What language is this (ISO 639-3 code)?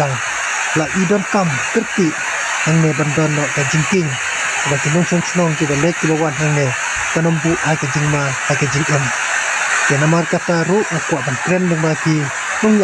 kha